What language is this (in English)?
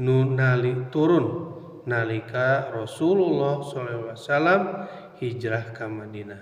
Sundanese